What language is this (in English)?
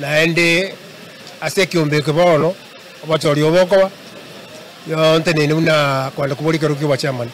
Gusii